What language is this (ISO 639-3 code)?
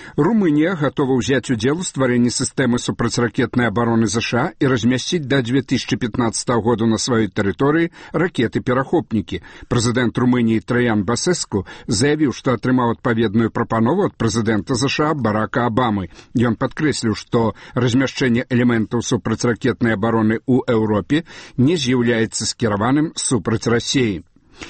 bel